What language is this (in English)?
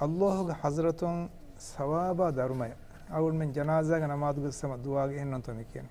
Divehi